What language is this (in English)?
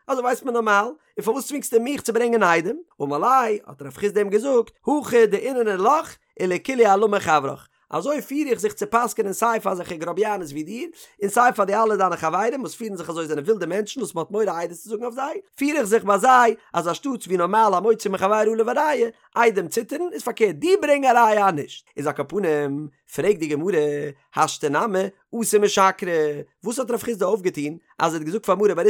Yiddish